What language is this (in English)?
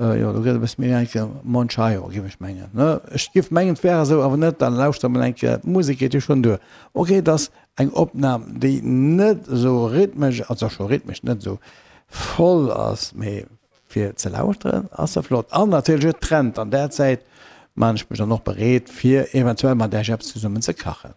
Luxembourgish